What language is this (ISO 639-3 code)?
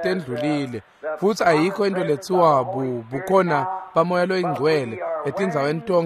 ssw